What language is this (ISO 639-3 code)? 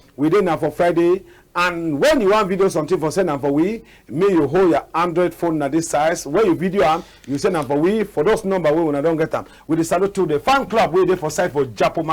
wes